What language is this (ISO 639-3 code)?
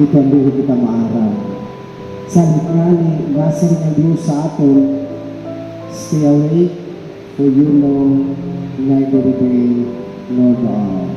war